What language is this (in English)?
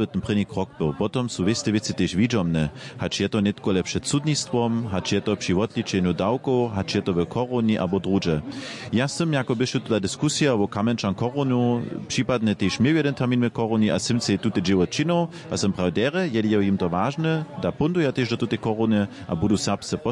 Upper Sorbian